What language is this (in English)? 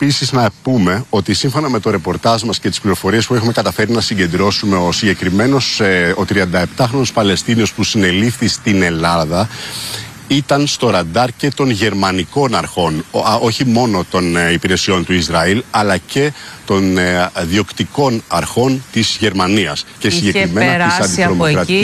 Greek